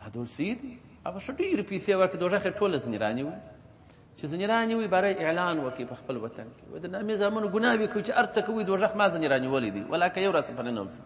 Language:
Pashto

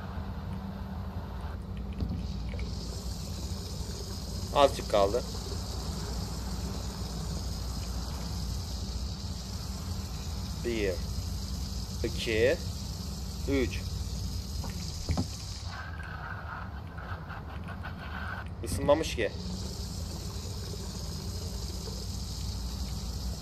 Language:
Turkish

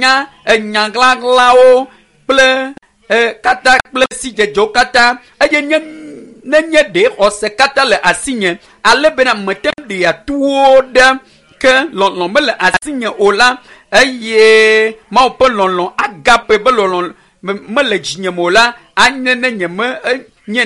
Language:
Ewe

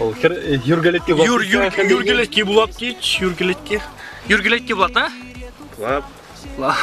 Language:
Chuvash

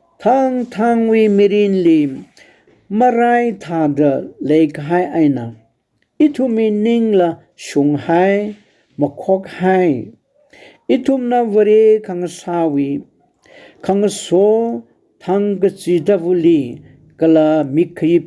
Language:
Tangkhul Naga (India)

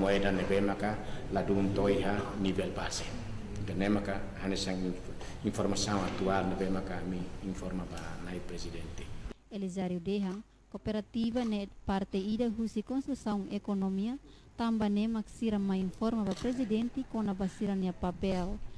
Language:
Tetum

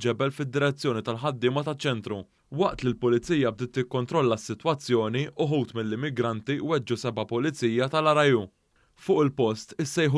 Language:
Maltese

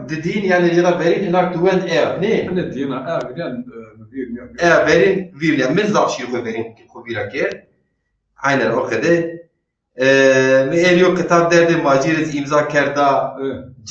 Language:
Zaza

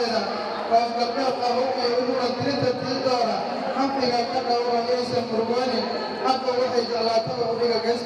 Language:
Somali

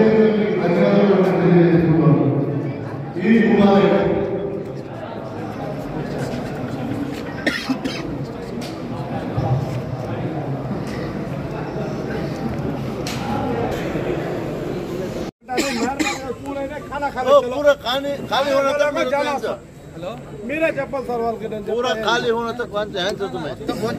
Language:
Telugu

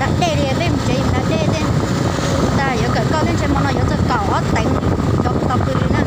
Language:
Hmong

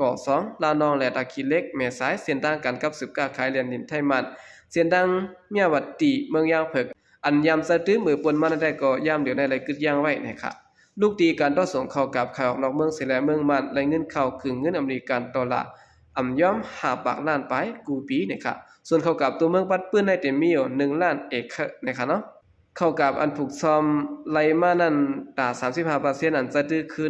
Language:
Shan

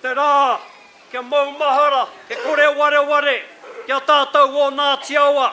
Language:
Māori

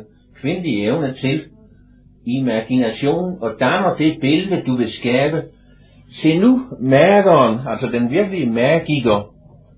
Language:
Danish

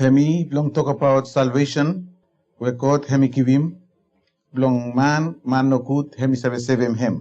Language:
Bislama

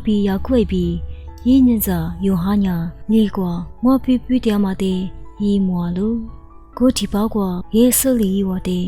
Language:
Lisu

